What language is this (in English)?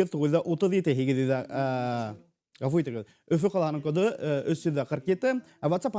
Bashkir